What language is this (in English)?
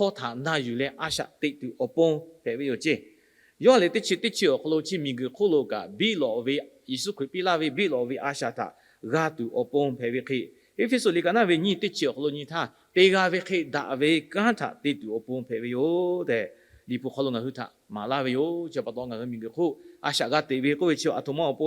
Lahu